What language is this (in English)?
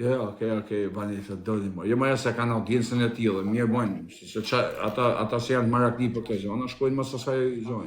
Albanian